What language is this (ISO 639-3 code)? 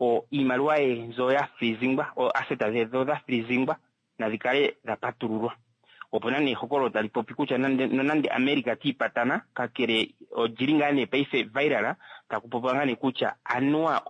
kua